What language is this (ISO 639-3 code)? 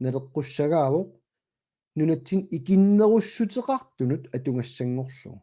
kal